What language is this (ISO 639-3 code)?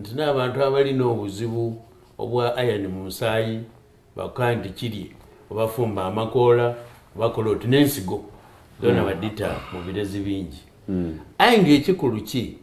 xog